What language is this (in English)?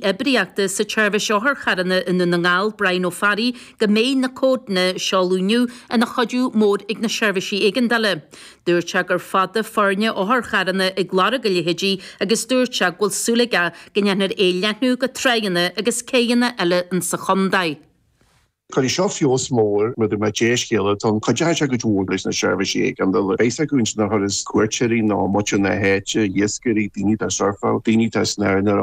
Irish